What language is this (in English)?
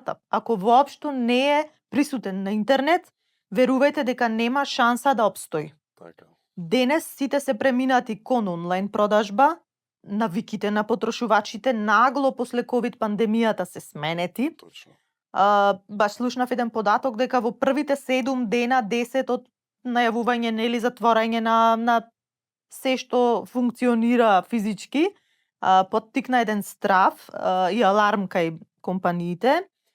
Macedonian